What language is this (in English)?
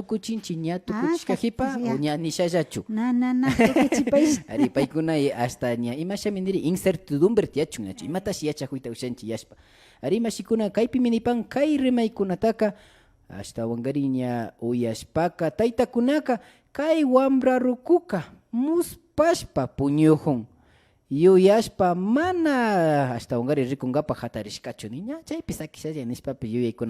Imbabura Highland Quichua